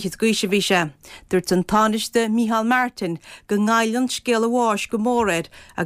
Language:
Irish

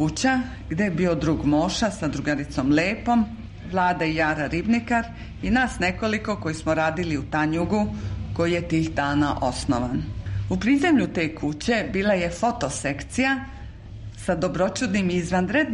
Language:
Serbian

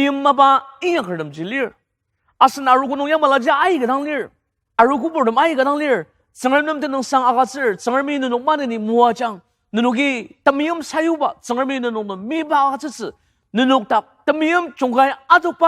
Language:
Ao Naga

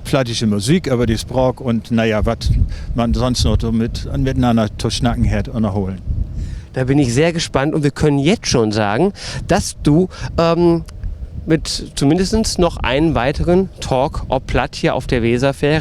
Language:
Low German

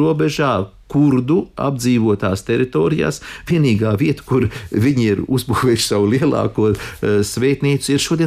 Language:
Latvian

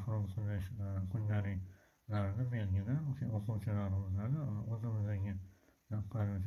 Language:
Uzbek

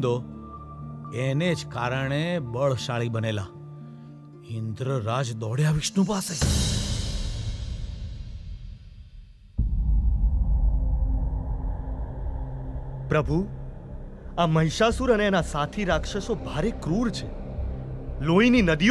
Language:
Gujarati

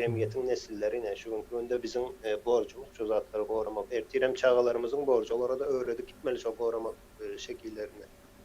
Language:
Turkmen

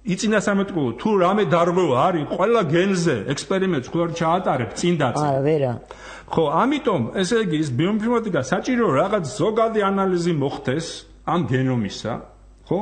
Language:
Georgian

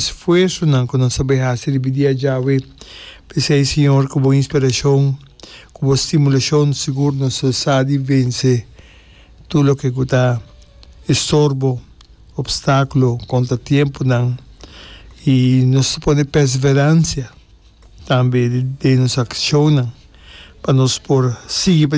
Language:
Papiamento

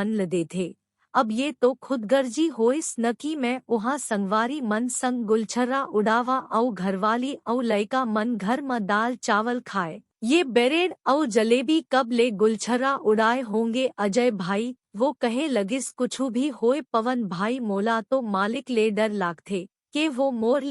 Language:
Chhattisgarhi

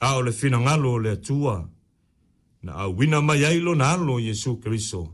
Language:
Samoan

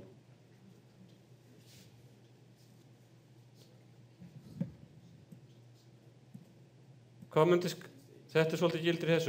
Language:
Icelandic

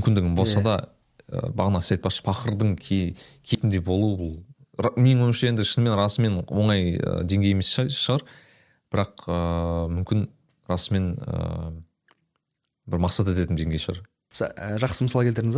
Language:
Kazakh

